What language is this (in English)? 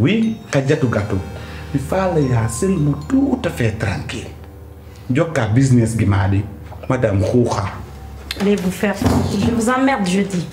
Pular